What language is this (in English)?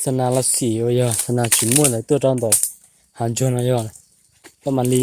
Hmong